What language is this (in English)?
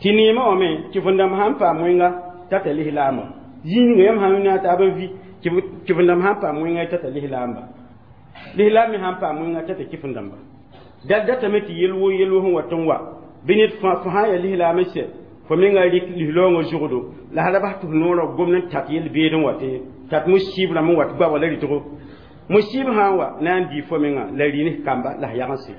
Mossi